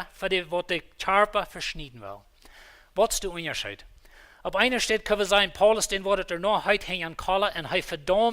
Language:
Plautdietsch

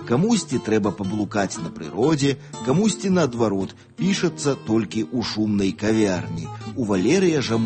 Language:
Belarusian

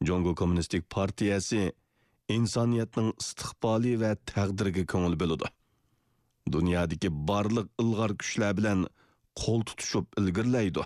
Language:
Uyghur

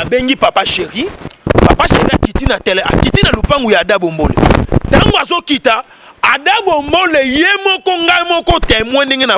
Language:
Lingala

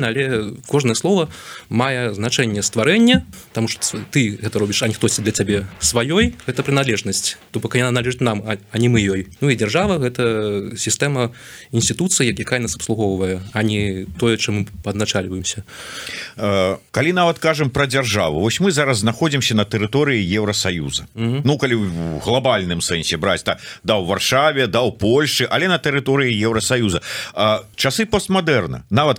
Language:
Belarusian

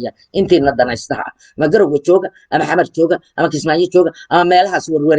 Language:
Somali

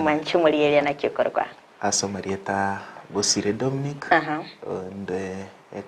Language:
Gusii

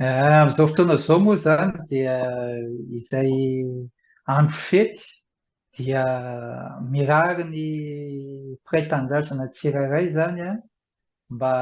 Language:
Malagasy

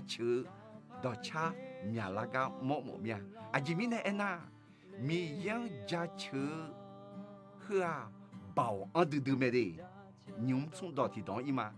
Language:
Akha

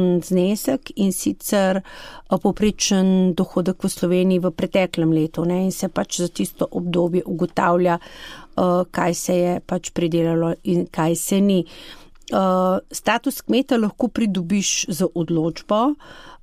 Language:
Slovenian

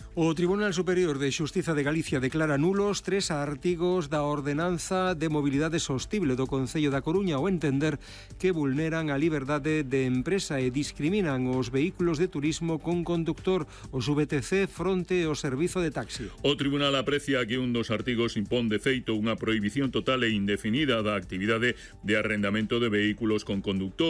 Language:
Galician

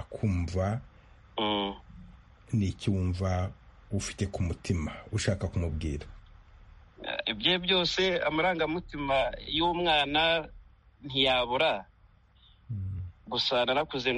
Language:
Kinyarwanda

